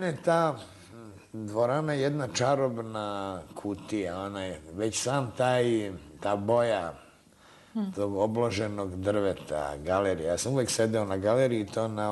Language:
Serbian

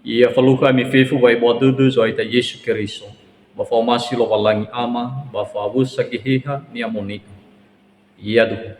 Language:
Nias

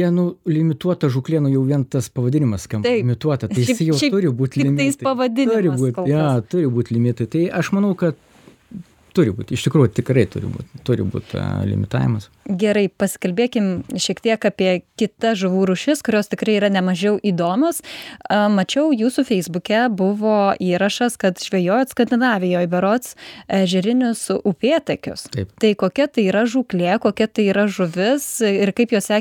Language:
Lithuanian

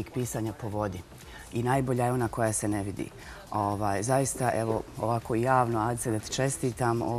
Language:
Bosnian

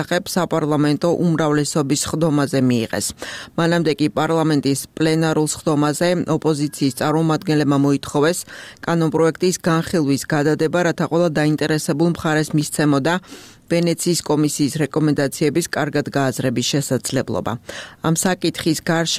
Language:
Georgian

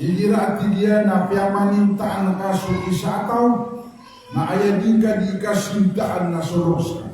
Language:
Maranao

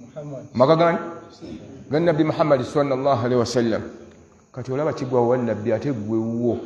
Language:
Ganda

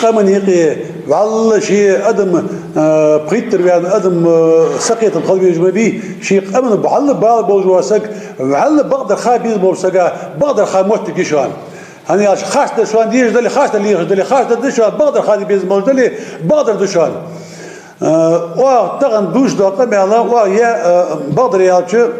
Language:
Ingush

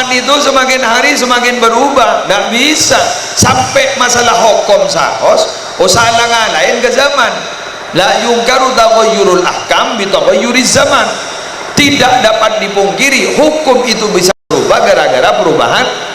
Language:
Madurese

